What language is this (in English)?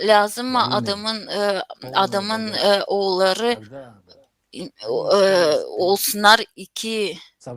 Gagauz